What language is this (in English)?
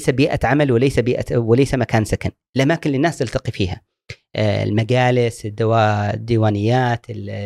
Gulf Arabic